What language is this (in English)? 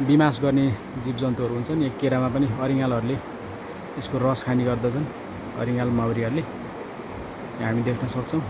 Nepali